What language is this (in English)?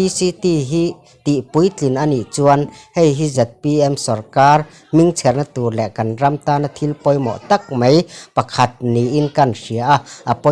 Mizo